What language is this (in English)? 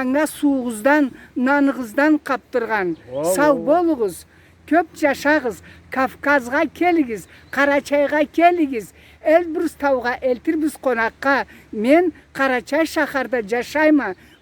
Karachay-Balkar